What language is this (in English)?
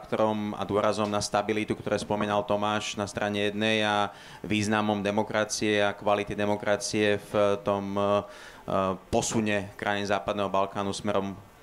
Slovak